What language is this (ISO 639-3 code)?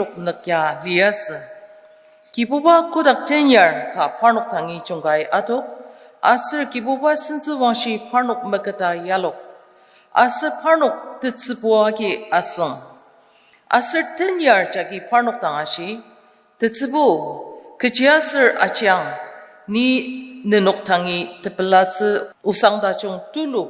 njo